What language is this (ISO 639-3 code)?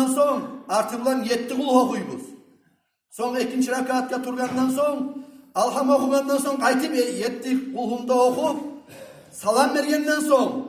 kum